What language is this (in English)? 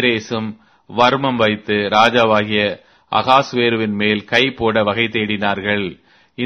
Tamil